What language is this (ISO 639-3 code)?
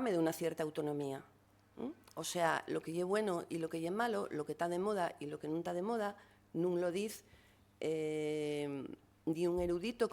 ast